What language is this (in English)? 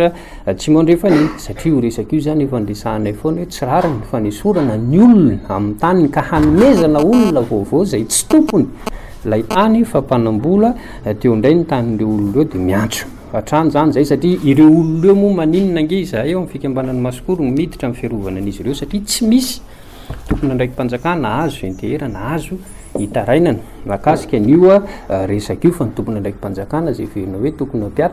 Malagasy